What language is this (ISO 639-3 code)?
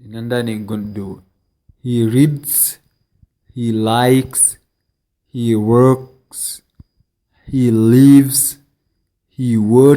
ful